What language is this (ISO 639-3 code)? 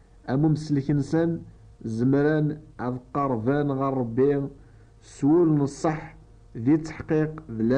kab